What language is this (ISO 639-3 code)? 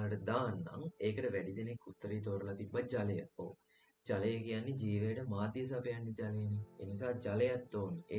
sin